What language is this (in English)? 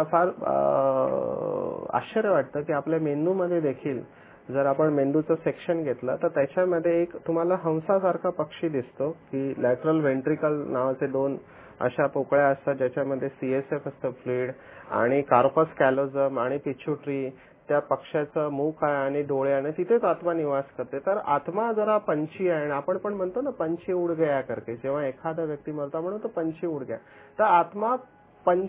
Marathi